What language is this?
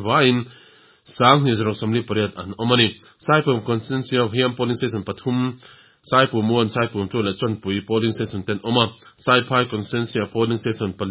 Mizo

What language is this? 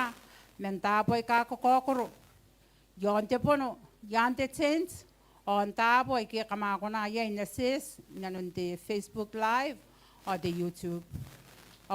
Gilbertese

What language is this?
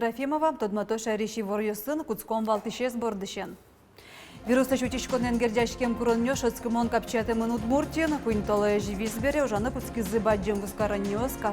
Udmurt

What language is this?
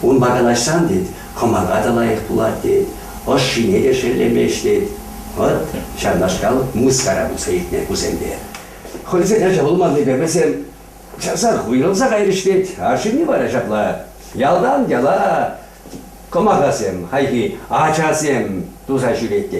Chuvash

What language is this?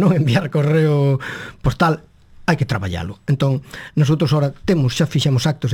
Galician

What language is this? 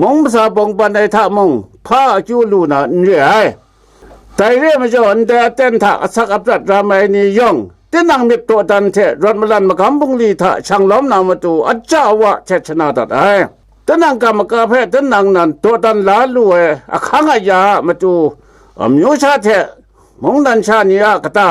Kachin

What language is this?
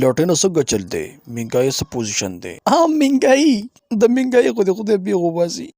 Pashto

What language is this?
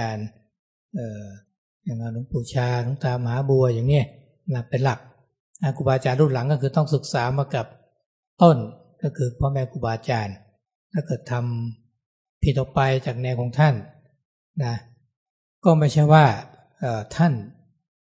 Thai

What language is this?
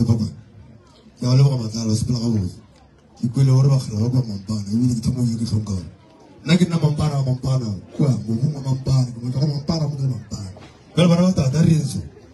Northern Sotho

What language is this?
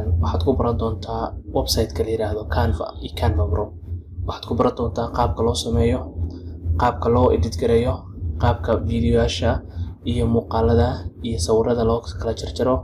Somali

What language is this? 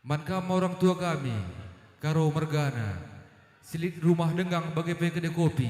Batak Karo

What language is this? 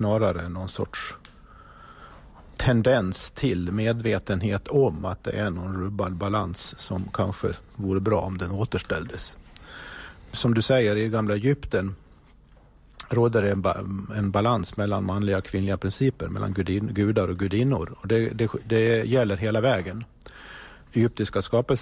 Swedish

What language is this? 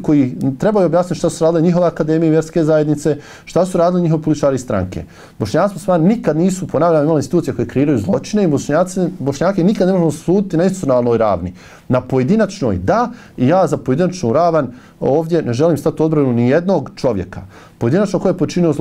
Bosnian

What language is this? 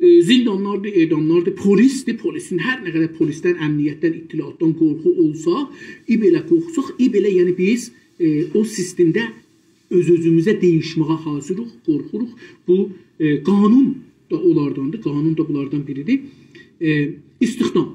South Azerbaijani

